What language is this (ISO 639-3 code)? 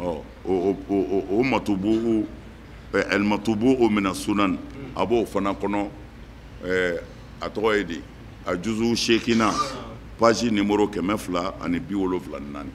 bam